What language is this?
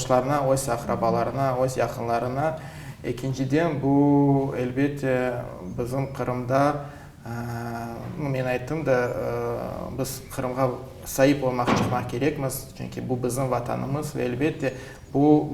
Crimean Tatar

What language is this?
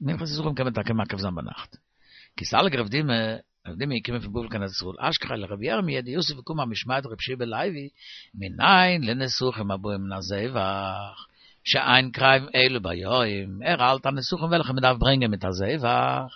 Yiddish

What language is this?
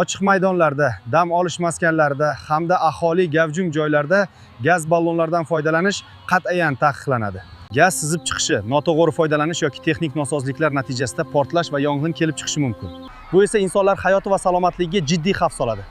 Uzbek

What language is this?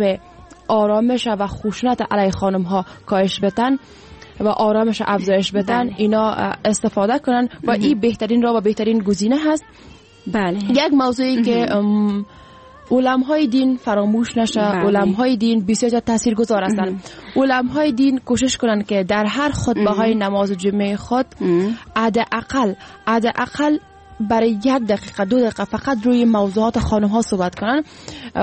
Persian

